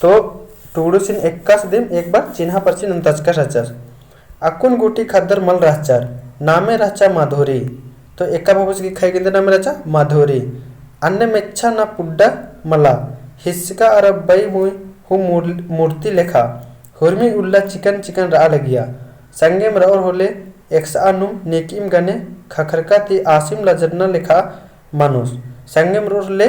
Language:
Kurukh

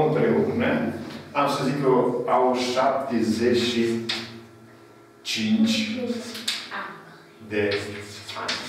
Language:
Romanian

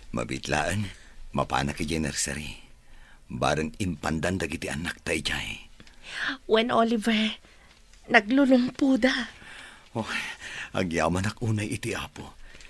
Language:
Iloko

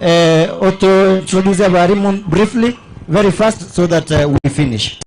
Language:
Gusii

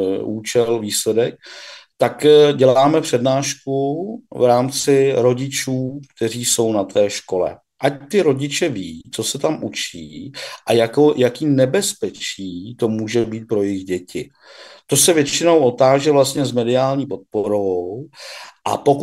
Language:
Czech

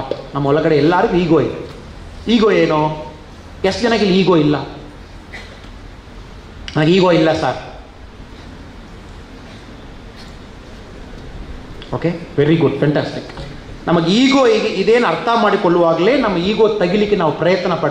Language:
Kannada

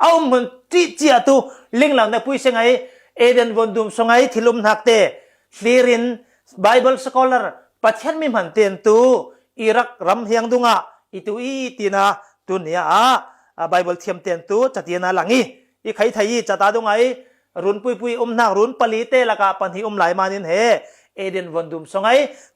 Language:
Falam Chin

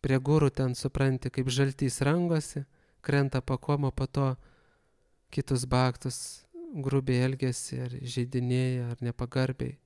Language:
Lithuanian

